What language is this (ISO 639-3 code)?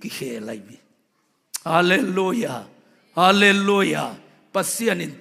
ctd